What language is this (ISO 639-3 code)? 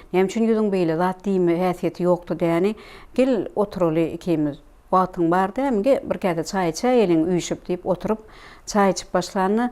tuk